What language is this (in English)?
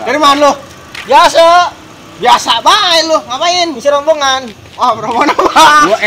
Betawi